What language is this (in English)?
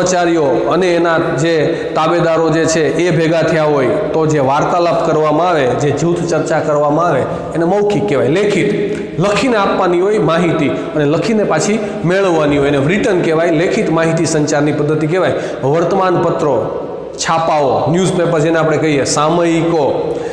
Gujarati